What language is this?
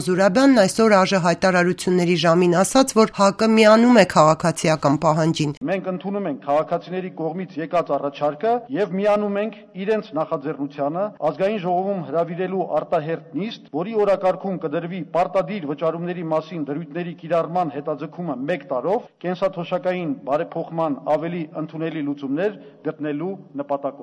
Armenian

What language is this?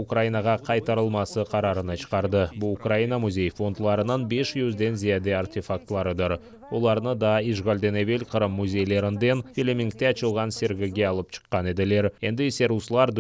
Crimean Tatar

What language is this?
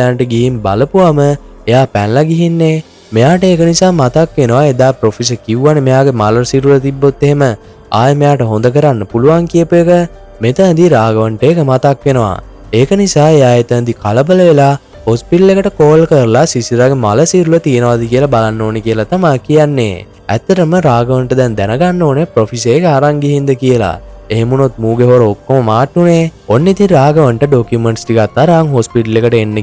Sinhala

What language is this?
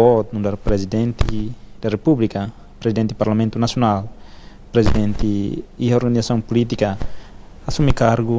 Tetum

